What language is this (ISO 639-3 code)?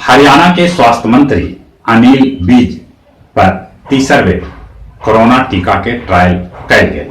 mag